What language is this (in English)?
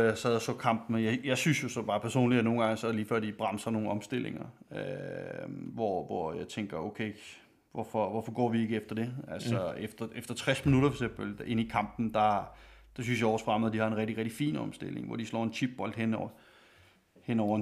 Danish